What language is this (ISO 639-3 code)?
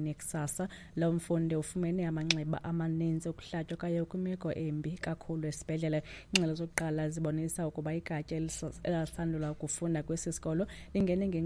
xho